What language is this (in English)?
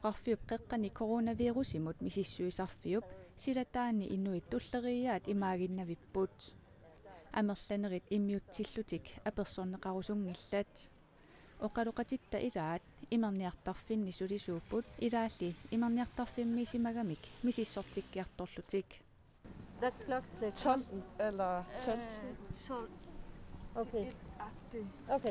Kalaallisut